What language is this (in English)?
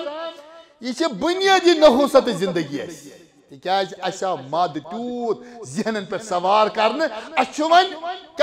Kashmiri